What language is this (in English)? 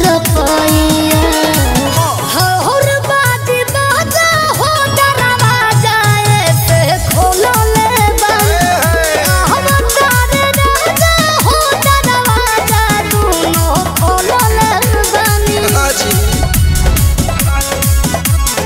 Bhojpuri